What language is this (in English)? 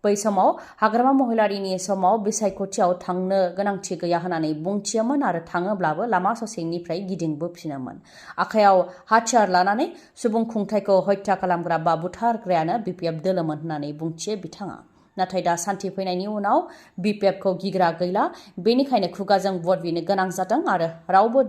Bodo